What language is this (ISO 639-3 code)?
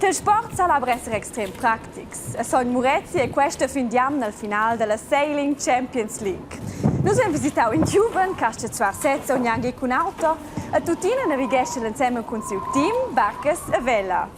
roh